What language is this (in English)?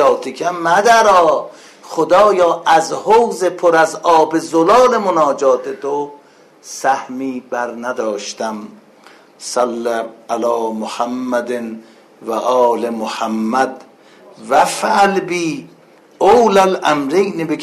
Persian